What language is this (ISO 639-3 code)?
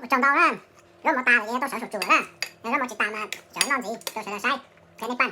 hmn